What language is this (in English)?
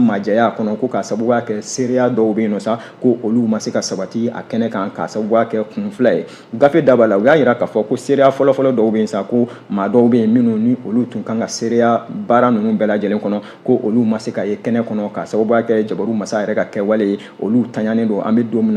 Bambara